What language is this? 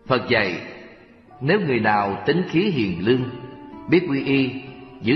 Vietnamese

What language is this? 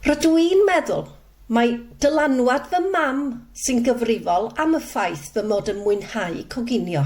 Welsh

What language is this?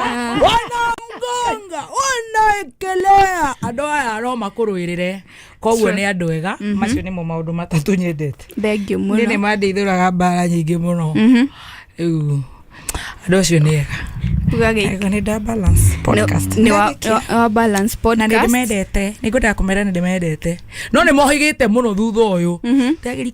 Kikuyu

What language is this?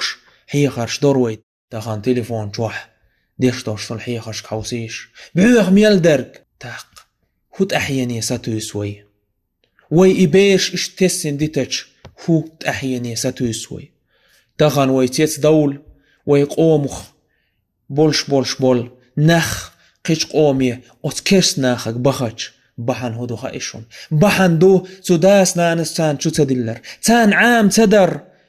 Chechen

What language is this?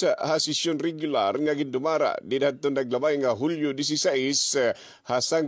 Waray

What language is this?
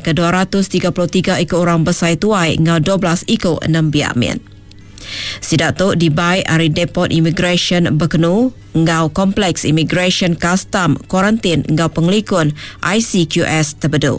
Iban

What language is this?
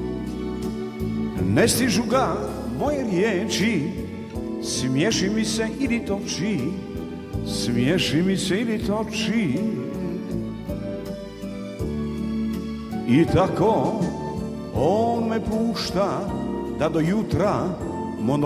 Croatian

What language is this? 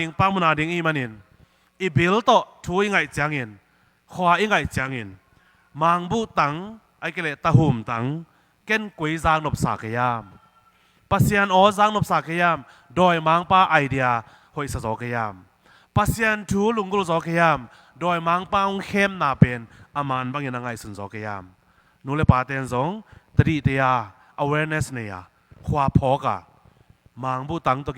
Tedim Chin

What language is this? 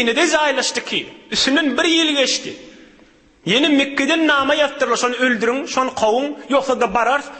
Turkmen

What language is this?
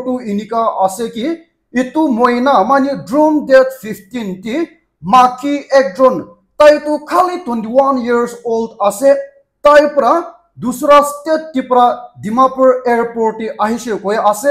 Naga Pidgin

